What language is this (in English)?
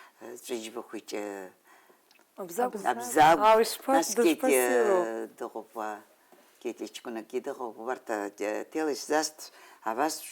Abkhazian